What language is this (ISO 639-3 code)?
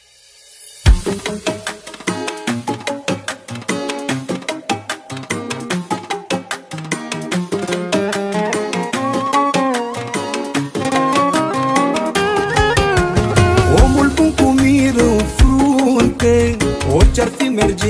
ron